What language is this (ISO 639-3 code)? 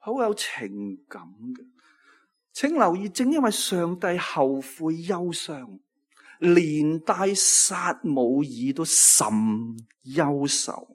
yue